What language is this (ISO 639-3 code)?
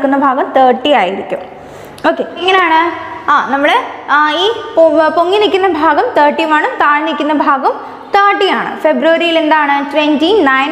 mal